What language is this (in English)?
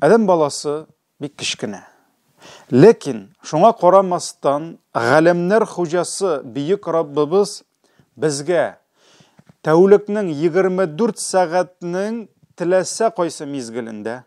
Tatar